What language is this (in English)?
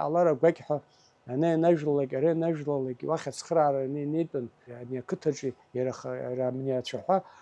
Abkhazian